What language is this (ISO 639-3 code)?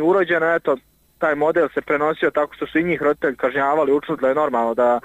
bos